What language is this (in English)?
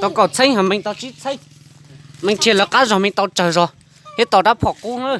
Hmong